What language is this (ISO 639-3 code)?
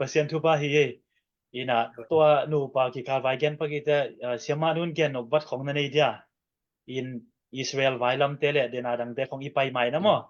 ctd